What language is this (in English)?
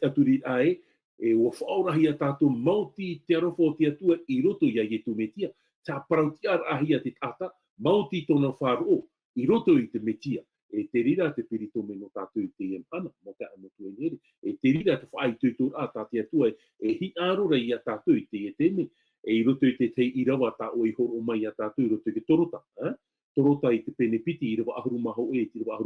Tahitian